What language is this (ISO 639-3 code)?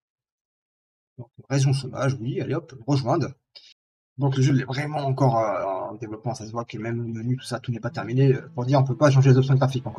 fra